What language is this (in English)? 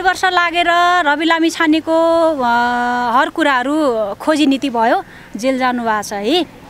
Nepali